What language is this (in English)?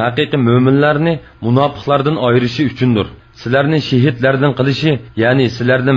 Uyghur